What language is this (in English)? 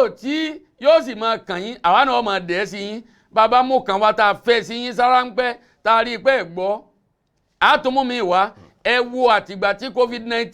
Yoruba